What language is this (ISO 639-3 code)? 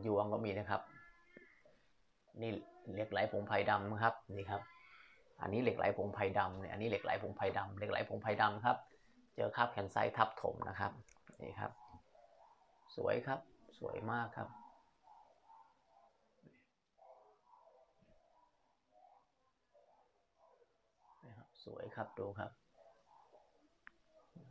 tha